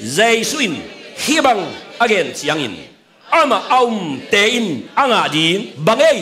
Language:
Tedim Chin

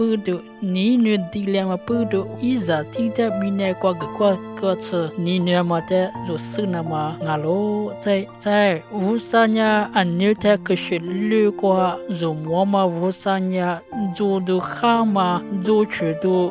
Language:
Lisu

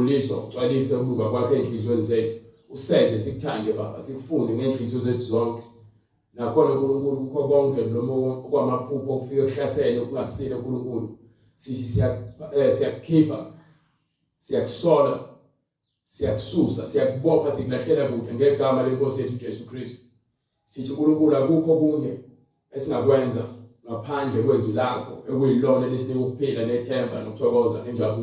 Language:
Zulu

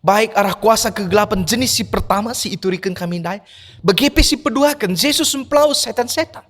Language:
Batak Karo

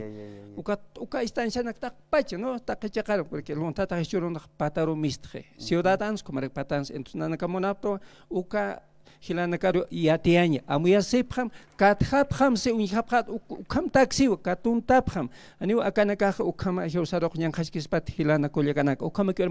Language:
Aymara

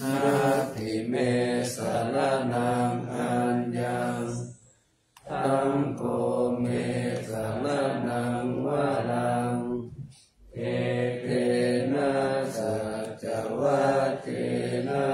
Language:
Pali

